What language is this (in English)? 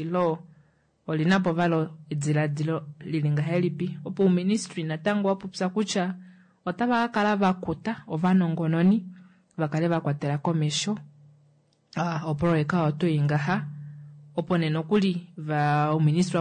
Kuanyama